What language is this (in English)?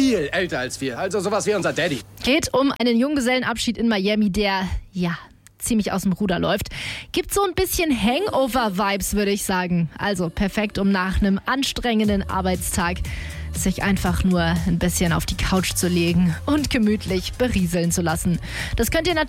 German